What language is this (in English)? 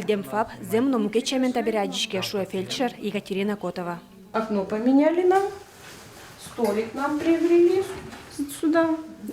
Udmurt